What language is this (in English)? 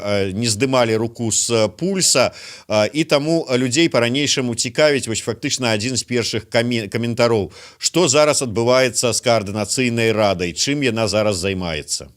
Belarusian